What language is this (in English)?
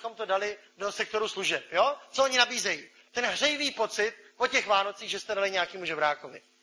Czech